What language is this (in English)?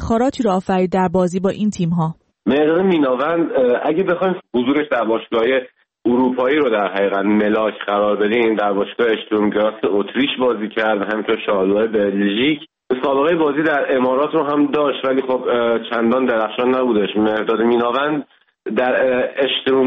Persian